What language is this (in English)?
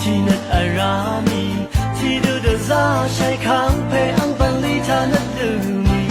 Rawang